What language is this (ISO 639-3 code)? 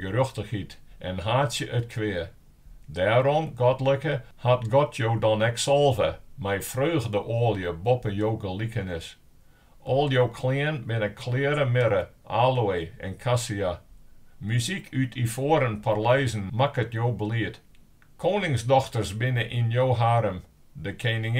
fry